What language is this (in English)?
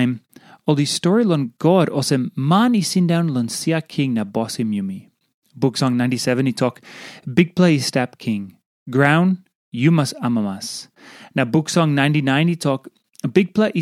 Tok Pisin